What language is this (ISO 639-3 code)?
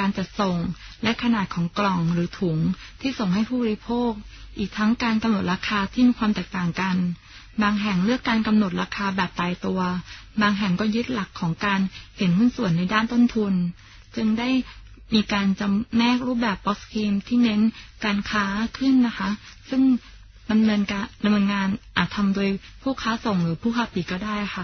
tha